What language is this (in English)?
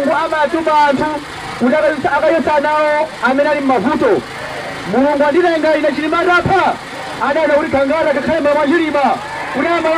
Nyanja